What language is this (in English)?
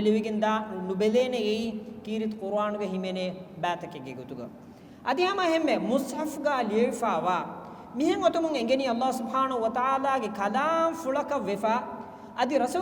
Divehi